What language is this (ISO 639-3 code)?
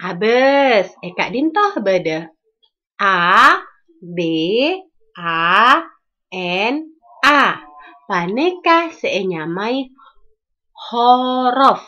mad